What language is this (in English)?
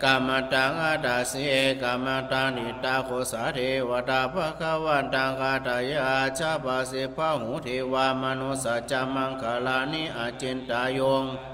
Pali